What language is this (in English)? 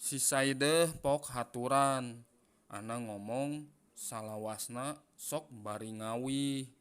Sundanese